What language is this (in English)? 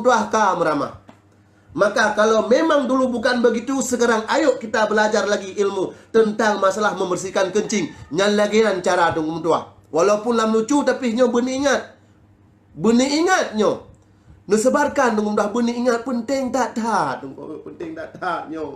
Achinese